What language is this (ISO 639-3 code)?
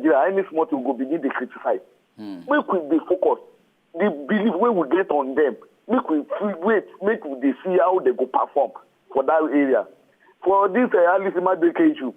pcm